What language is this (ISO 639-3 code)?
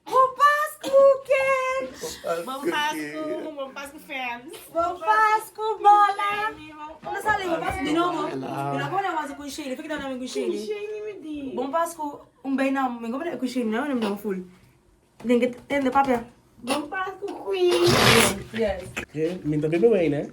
pap